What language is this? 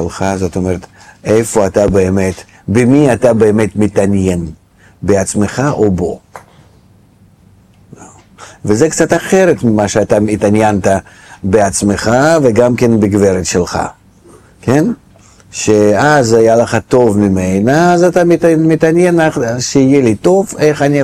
Hebrew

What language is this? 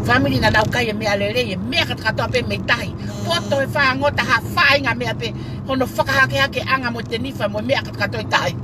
Tongan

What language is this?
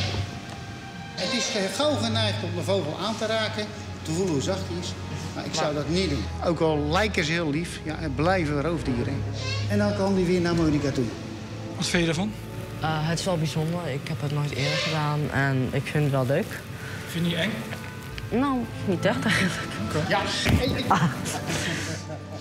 Dutch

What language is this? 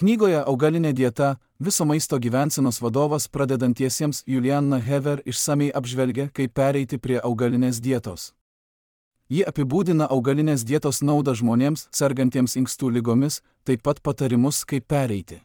Lithuanian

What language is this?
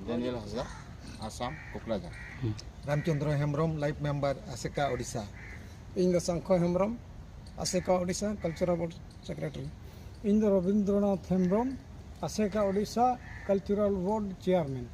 Santali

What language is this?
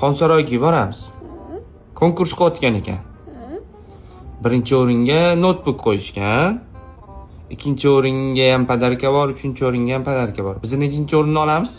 Uzbek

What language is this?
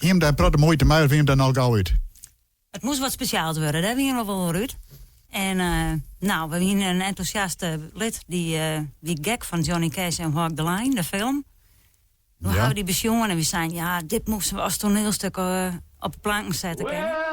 Western Frisian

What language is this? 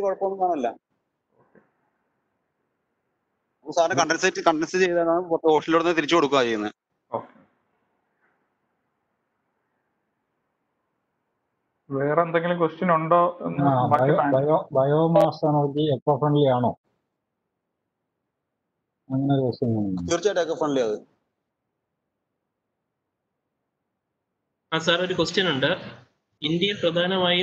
Malayalam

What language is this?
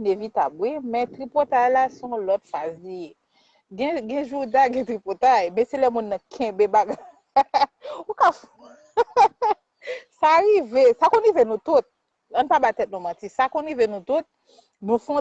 Haitian Creole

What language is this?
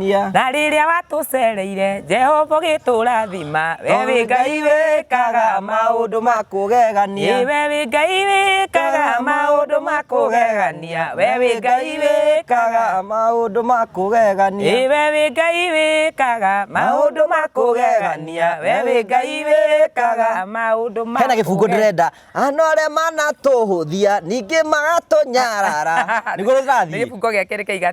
Kikuyu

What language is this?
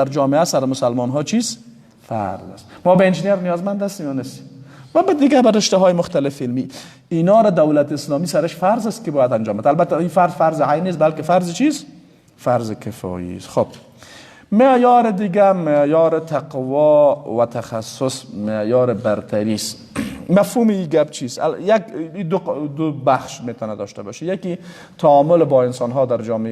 Persian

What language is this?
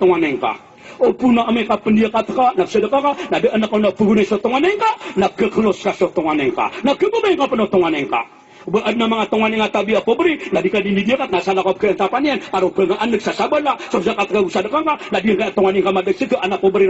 Maranao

